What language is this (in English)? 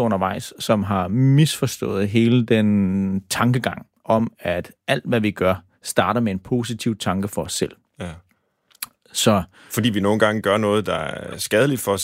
Danish